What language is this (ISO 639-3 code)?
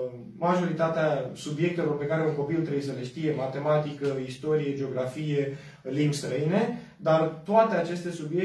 ron